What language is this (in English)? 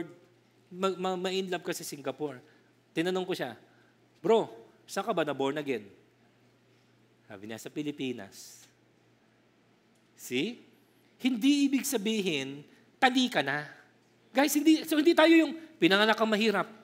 Filipino